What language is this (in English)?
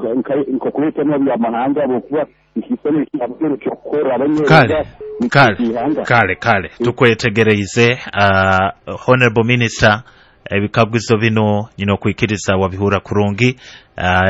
Nyoro